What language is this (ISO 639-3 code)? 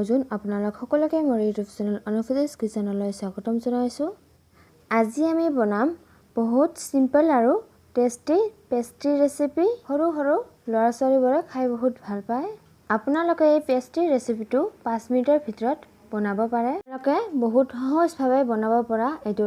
asm